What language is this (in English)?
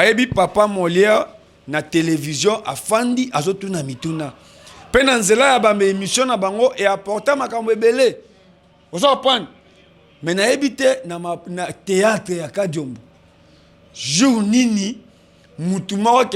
Lingala